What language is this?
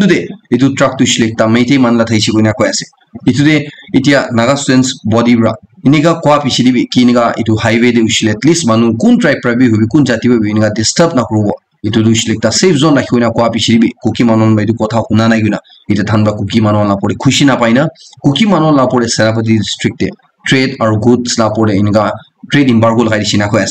Naga Pidgin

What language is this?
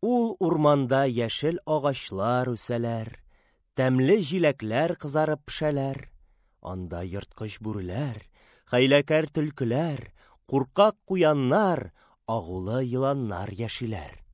Tatar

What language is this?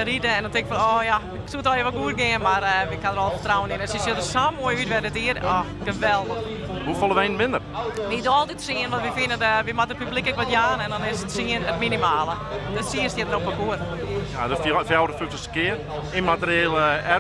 Western Frisian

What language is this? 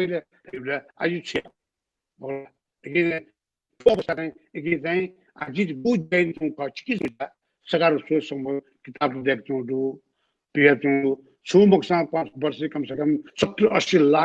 Newari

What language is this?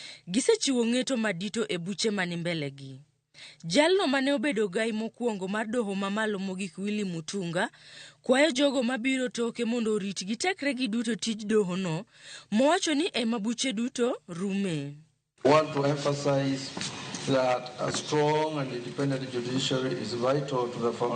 Luo (Kenya and Tanzania)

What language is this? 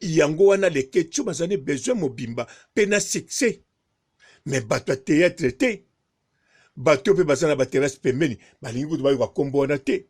Lingala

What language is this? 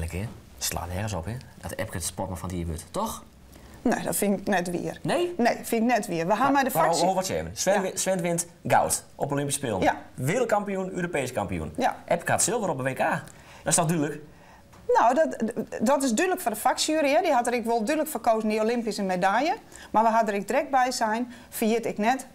Western Frisian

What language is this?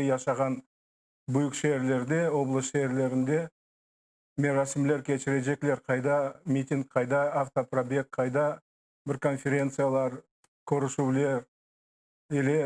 Crimean Tatar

